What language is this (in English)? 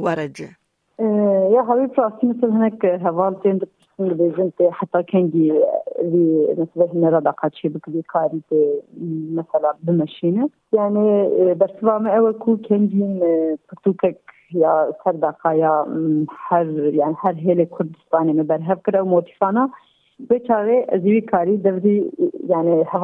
Kurdish